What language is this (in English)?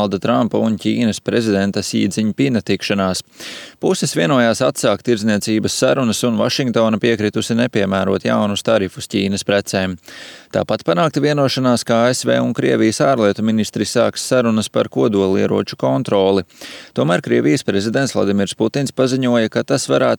Latvian